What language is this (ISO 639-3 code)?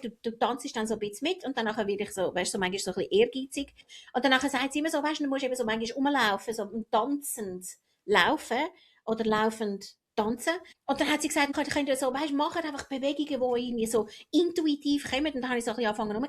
gsw